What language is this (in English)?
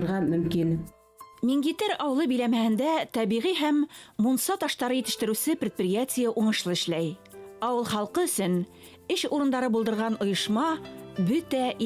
Bashkir